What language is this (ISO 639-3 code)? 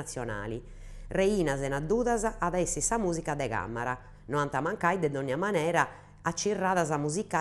srd